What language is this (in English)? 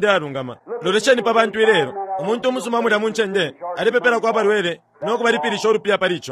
Bemba